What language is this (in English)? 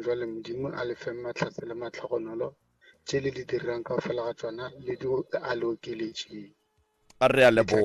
Northern Sotho